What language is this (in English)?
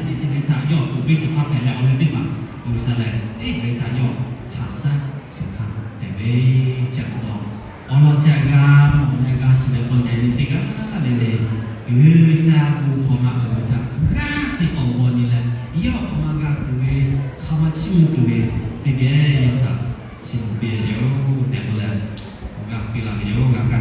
Lahu